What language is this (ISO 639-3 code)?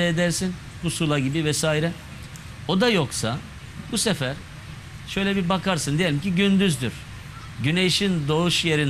tur